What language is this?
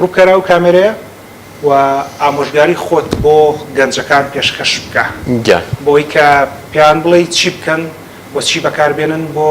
Central Kurdish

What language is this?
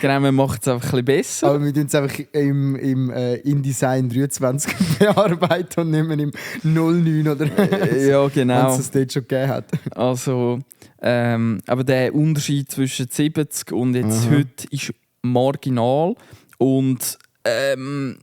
Swiss German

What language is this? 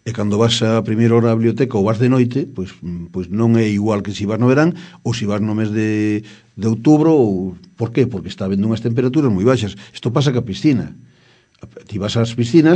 Galician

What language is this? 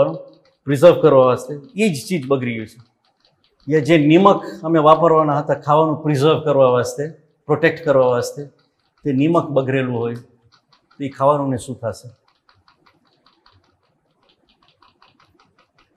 Gujarati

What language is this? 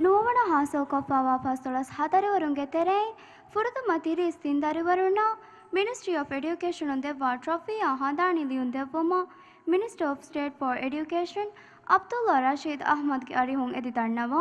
Divehi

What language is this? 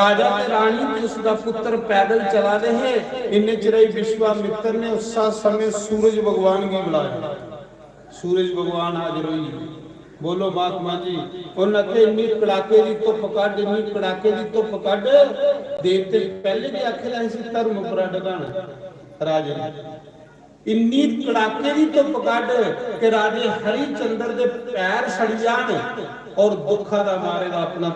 Dogri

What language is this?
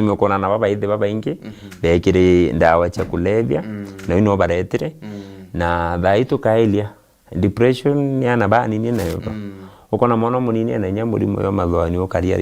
Meru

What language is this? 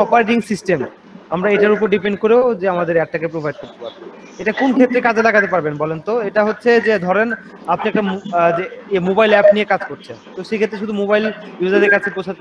Bangla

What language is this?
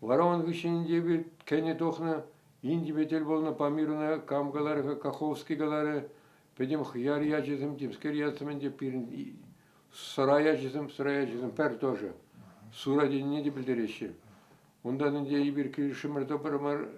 Chuvash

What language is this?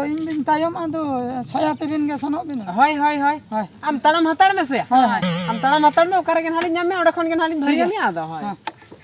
Santali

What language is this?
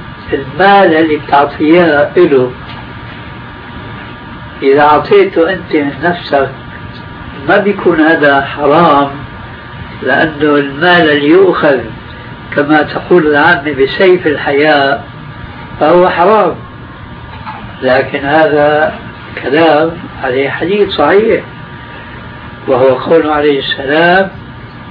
Arabic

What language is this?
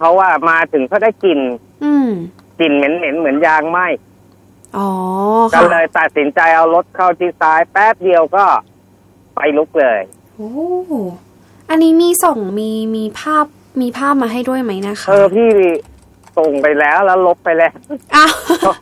Thai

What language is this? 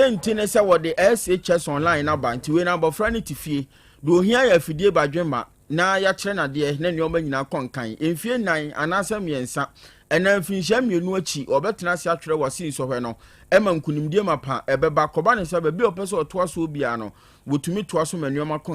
Akan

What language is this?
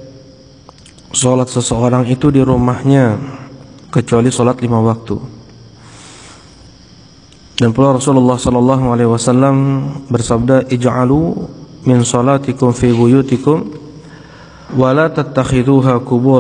Indonesian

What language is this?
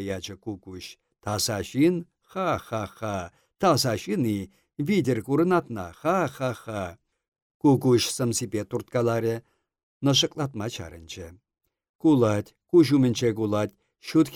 Chuvash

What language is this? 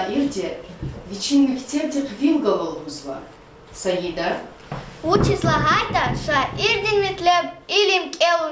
Lezghian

